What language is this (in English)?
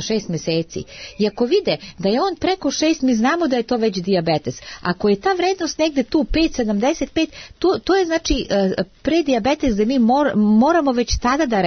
Serbian